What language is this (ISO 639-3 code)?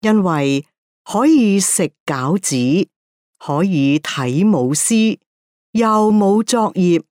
yue